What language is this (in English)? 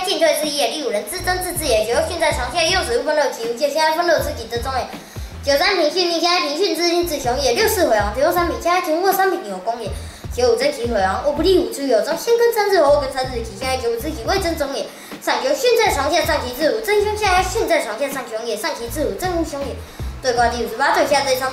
Literary Chinese